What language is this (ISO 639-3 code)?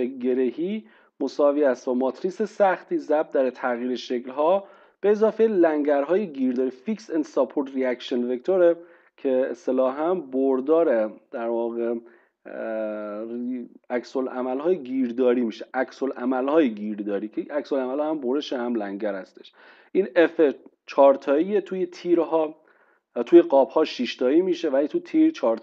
fas